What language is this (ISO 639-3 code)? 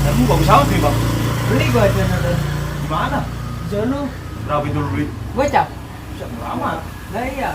bew